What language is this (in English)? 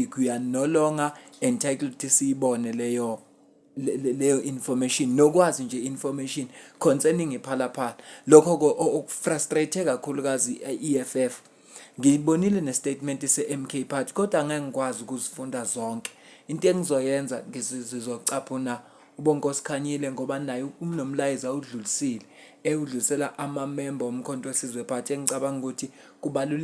Zulu